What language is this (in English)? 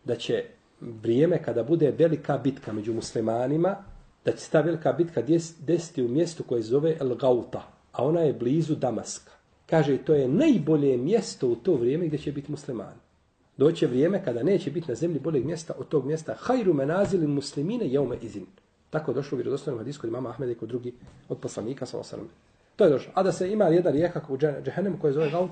Bosnian